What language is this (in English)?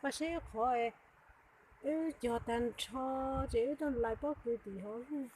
Hmong